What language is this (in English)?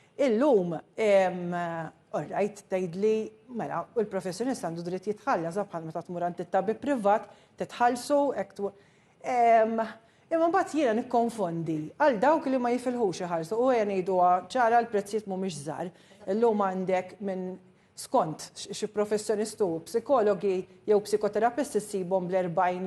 Maltese